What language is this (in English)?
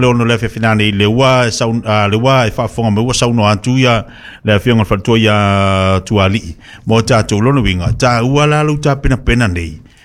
Samoan